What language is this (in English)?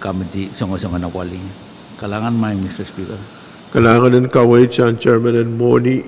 Pohnpeian